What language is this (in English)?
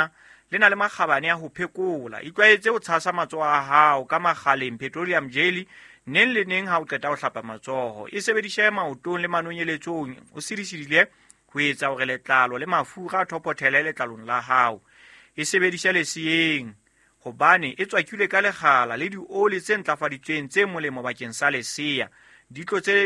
Southern Sotho